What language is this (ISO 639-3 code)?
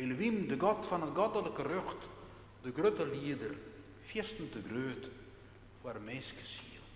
fry